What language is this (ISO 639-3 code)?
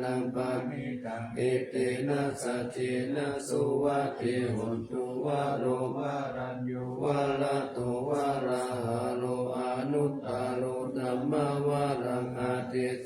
pli